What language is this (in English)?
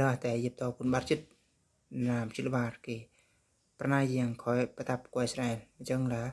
Eastern Bru